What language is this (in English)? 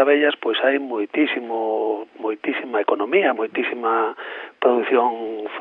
Galician